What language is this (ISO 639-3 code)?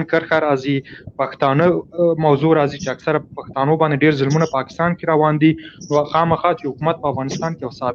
pus